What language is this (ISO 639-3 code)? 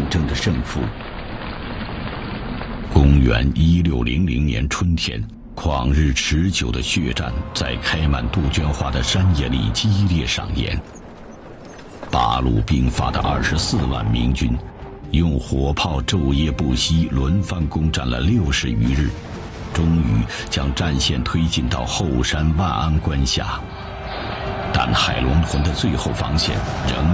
zho